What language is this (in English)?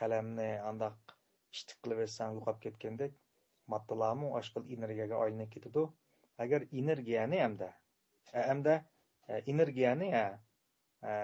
Uyghur